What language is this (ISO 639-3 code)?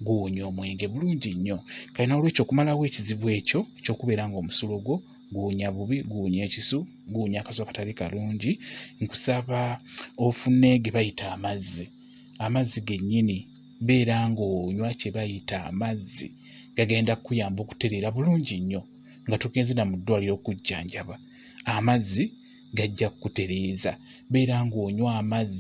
lug